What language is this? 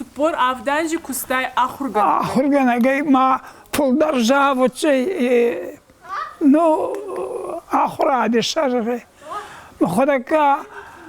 Ossetic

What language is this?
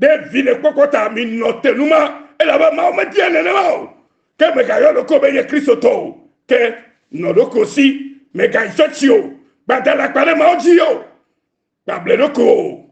Ewe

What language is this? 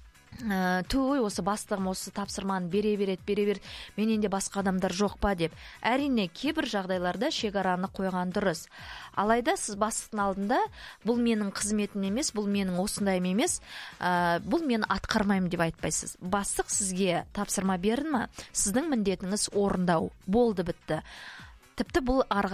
Kazakh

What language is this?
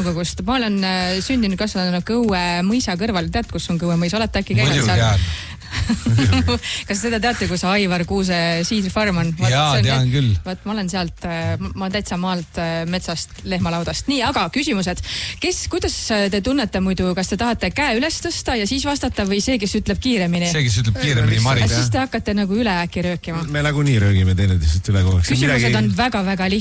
Estonian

